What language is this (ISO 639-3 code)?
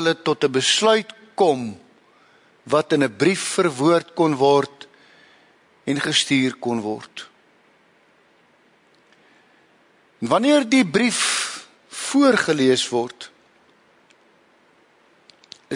afr